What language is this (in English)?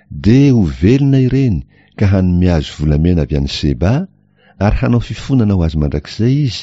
Malagasy